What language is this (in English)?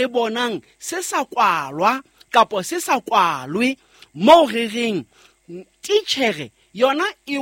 Southern Sotho